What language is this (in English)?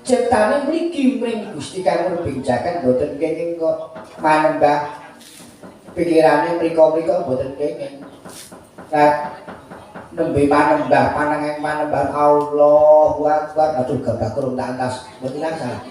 Javanese